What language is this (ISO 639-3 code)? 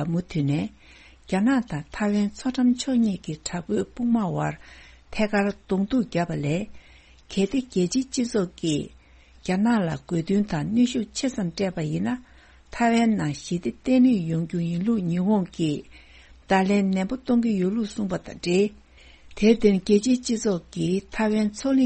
bod